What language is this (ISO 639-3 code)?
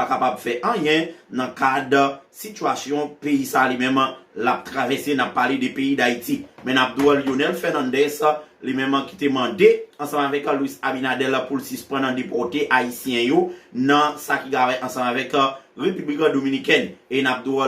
hat